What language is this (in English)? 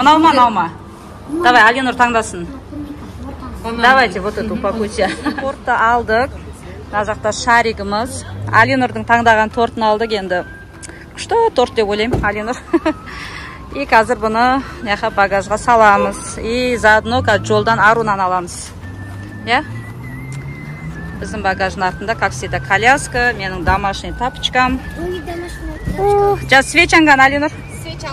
Kazakh